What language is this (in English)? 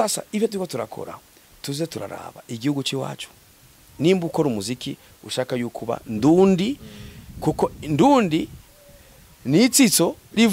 Rundi